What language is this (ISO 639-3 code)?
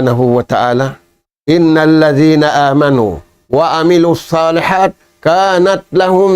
tsg